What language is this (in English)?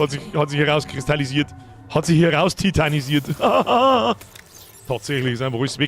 Bavarian